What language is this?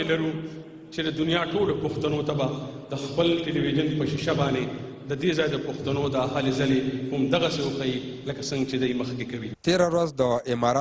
Pashto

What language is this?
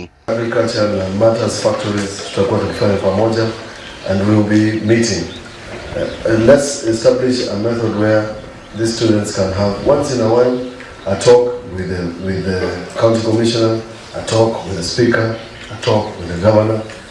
Kamba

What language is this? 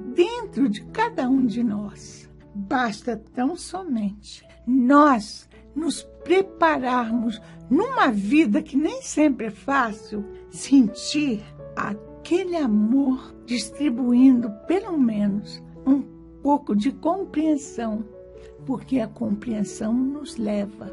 Portuguese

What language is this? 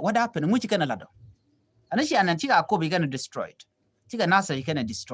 Nuer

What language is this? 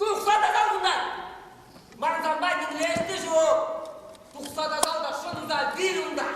Chuvash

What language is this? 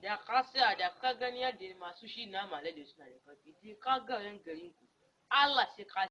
Hausa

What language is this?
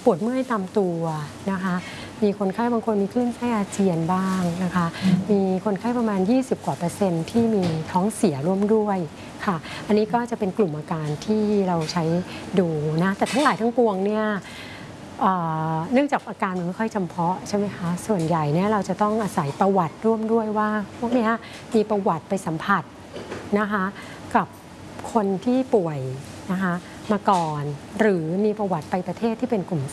Thai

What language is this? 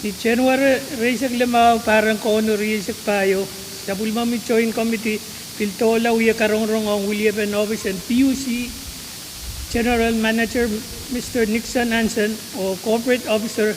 Pohnpeian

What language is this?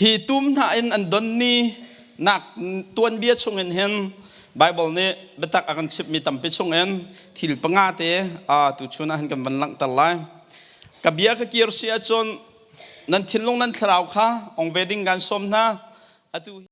Hakha Chin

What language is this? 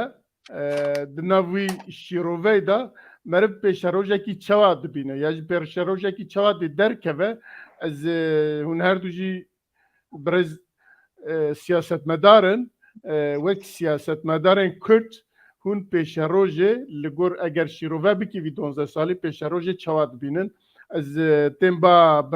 Kurdish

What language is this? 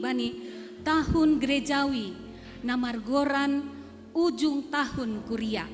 Batak Simalungun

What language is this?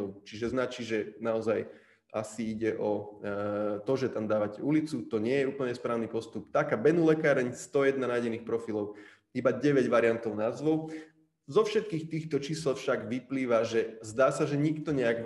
Slovak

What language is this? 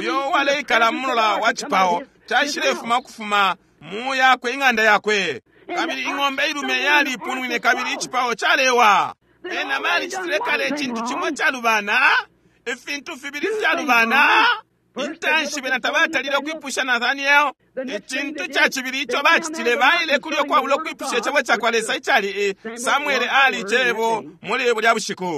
Bemba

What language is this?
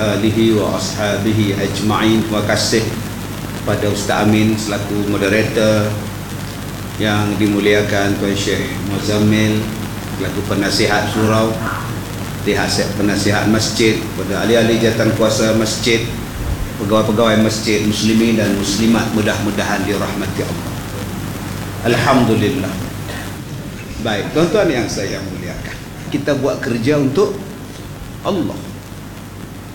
Malay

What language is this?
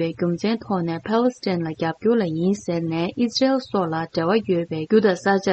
Tibetan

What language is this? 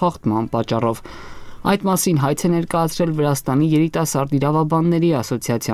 Armenian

